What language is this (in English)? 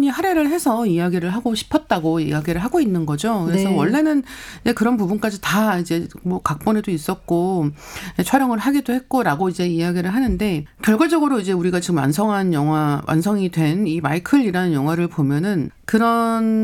Korean